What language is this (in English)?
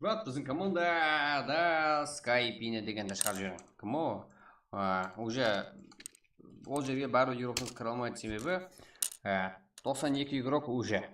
Kara-Kalpak